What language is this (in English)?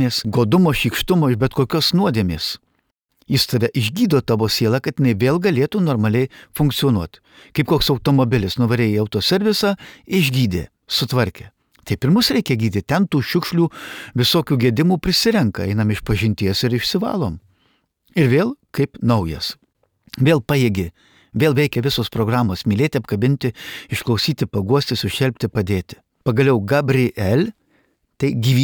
Lithuanian